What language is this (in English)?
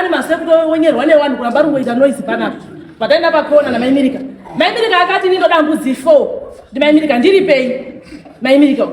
Shona